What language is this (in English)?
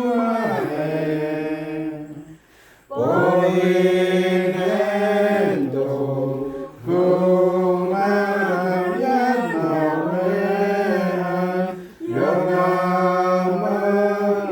Central Mnong